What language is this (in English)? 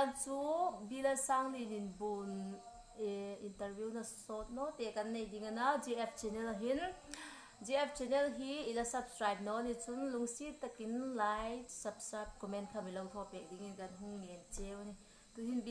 Hmar